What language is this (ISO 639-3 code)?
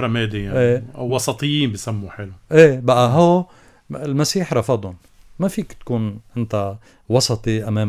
apc